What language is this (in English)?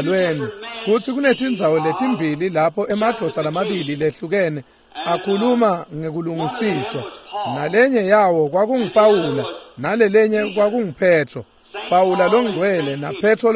Swati